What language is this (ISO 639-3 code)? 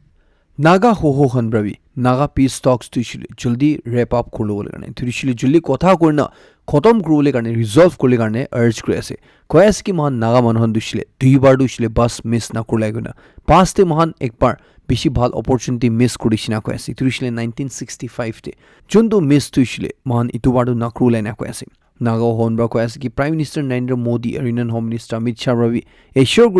nag